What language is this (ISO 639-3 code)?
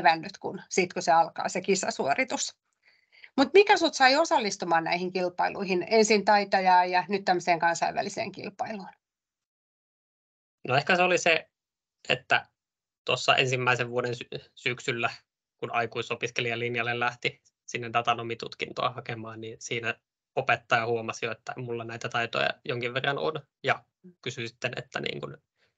fin